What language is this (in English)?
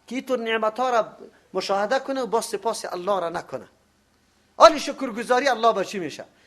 Persian